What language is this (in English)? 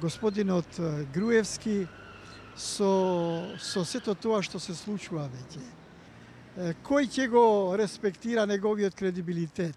Macedonian